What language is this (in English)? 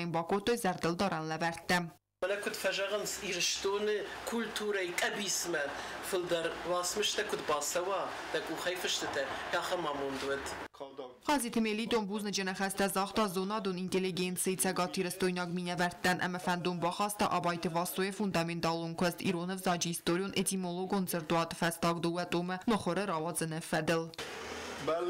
Ossetic